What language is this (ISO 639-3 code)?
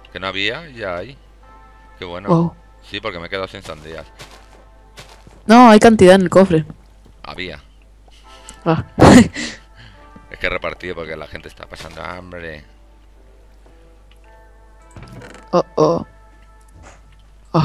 spa